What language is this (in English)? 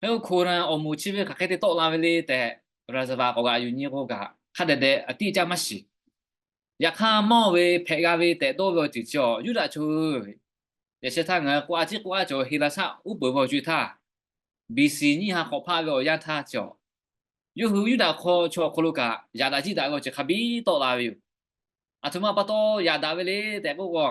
Lahu